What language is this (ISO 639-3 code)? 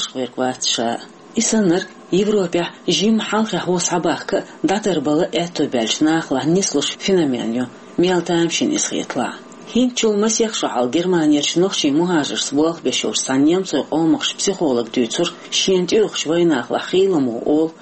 che